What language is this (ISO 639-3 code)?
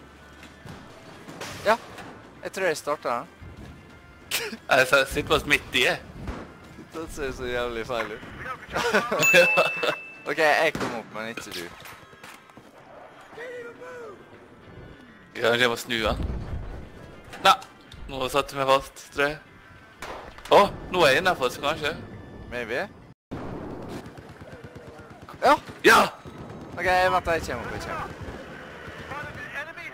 nor